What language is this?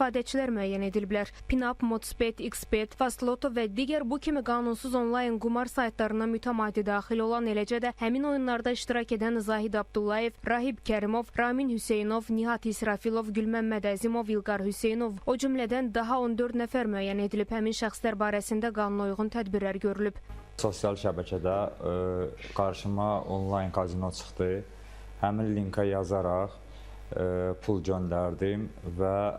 Azerbaijani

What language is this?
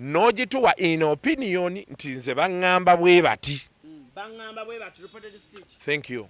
Ganda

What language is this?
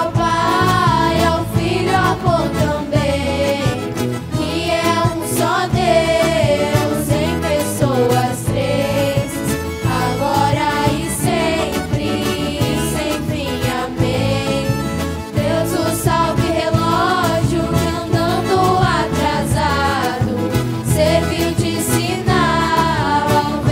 Portuguese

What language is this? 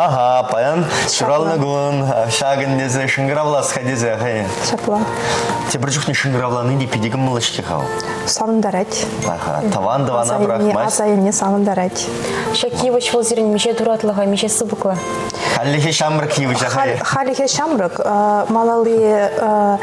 Chuvash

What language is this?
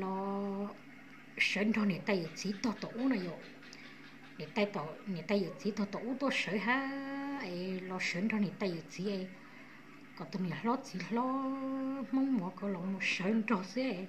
Hmong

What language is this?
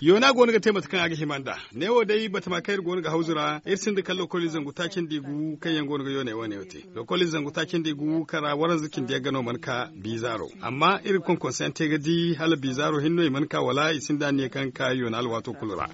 Zarma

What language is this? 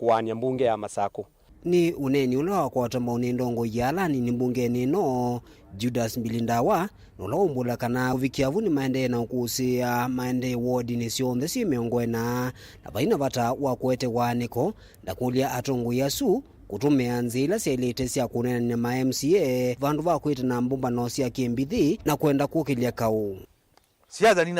Kamba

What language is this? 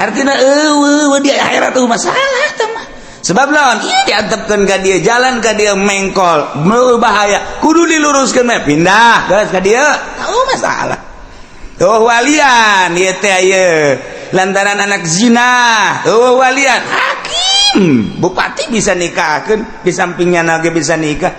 Sundanese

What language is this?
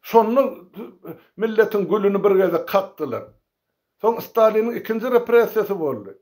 Turkmen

